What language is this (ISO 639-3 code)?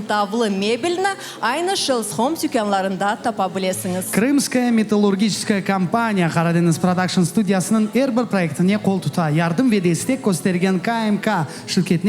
crh